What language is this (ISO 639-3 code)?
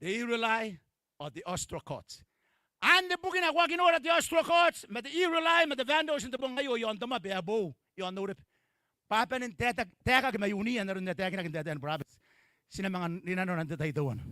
gil